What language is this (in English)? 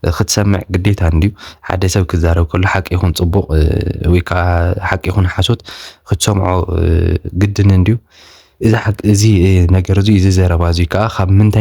Tigrinya